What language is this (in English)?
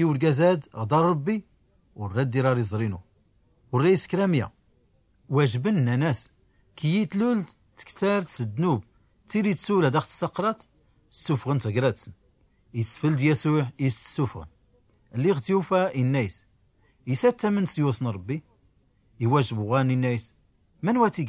Tachelhit